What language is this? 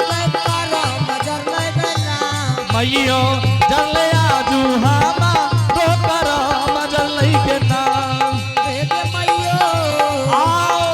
Angika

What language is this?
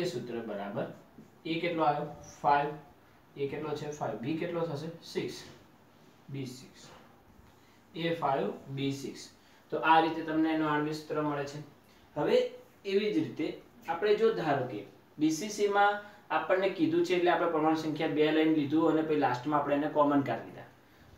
Gujarati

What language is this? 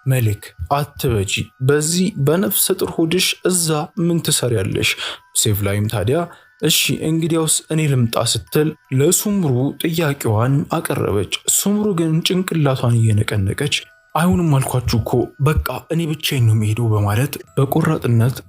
Amharic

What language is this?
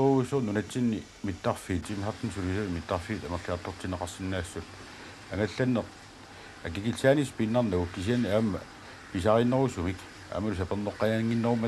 Kalaallisut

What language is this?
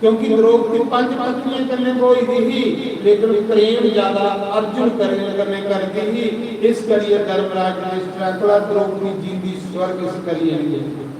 Dogri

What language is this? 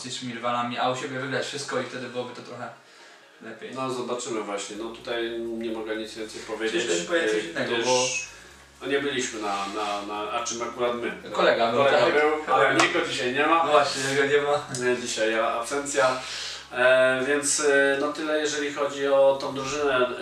Polish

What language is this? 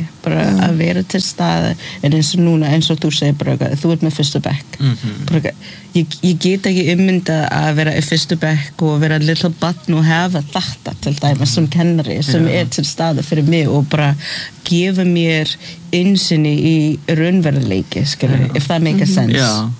Icelandic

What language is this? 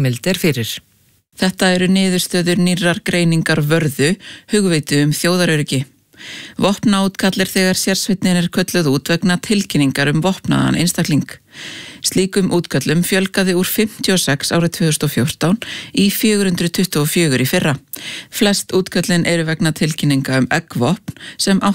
Icelandic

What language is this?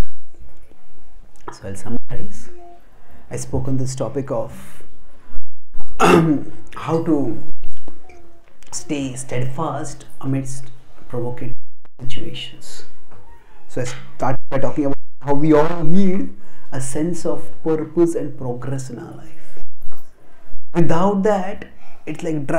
English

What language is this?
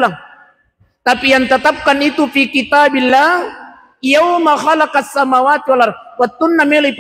Buginese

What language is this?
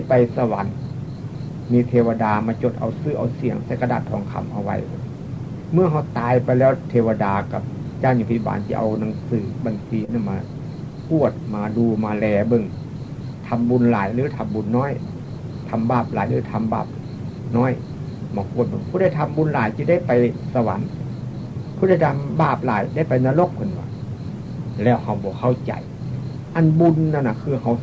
Northeastern Thai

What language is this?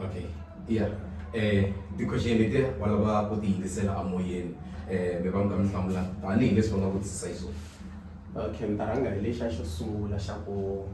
Tsonga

